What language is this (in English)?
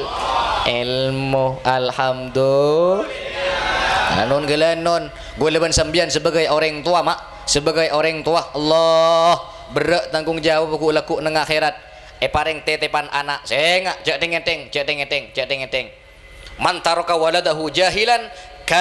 Madurese